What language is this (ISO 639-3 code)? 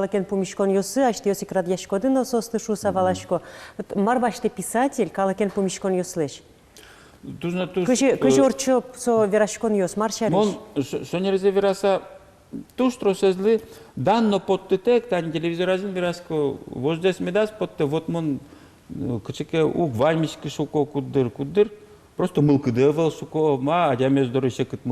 udm